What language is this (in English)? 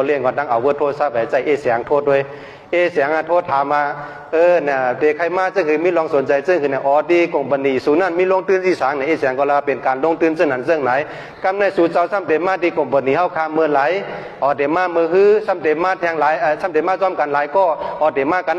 Shan